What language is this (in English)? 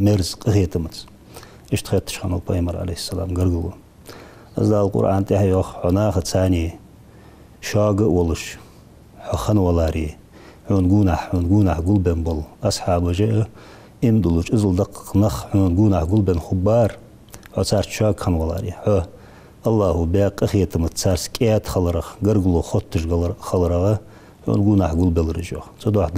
Ingush